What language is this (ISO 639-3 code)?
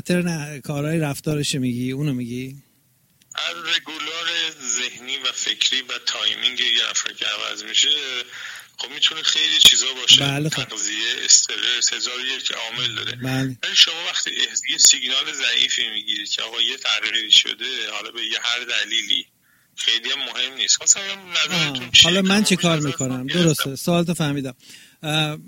fas